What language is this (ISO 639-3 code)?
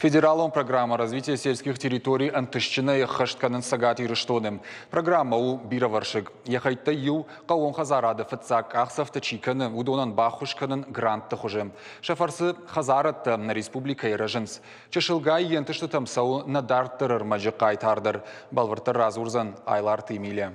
oss